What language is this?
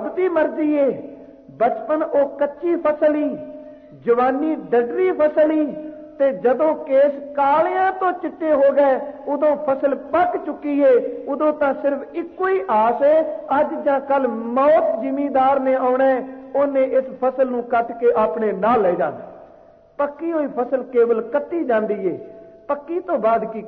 Punjabi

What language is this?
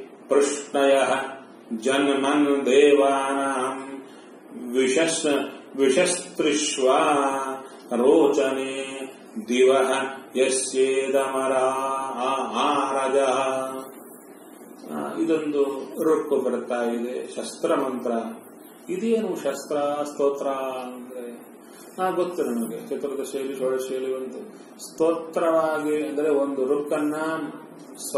Kannada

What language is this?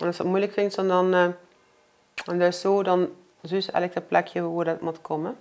Limburgish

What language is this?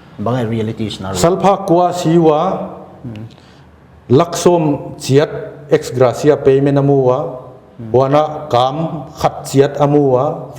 Paite Chin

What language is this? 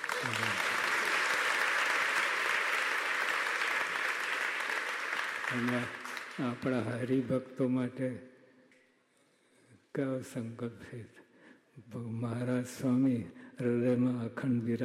Gujarati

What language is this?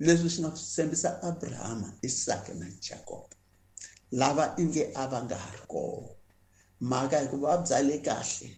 Tsonga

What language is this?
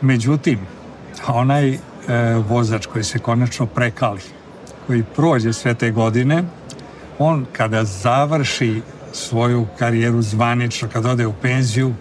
Serbian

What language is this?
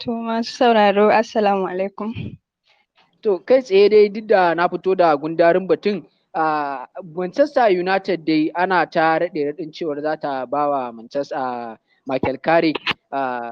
Hausa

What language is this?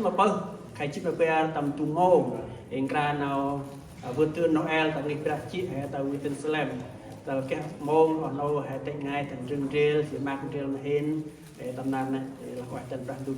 Central Mnong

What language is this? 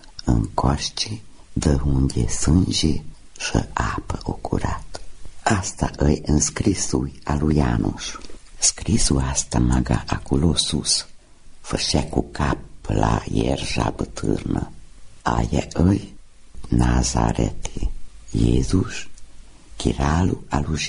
Romanian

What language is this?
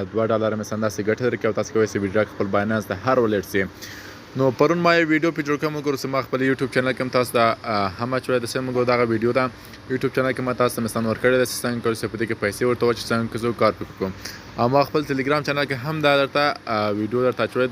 Pashto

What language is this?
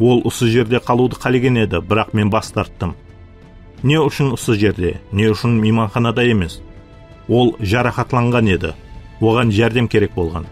Kara-Kalpak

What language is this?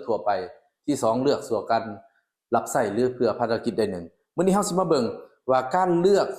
Lao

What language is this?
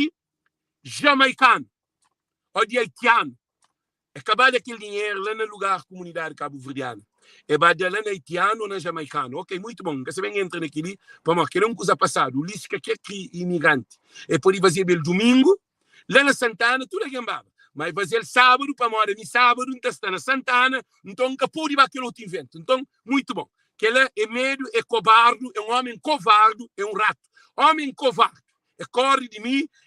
Kabuverdianu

